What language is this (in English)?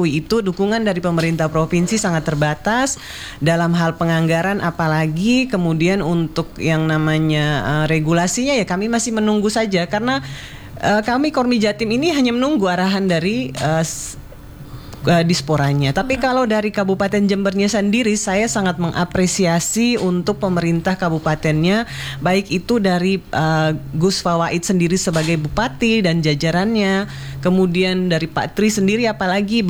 Indonesian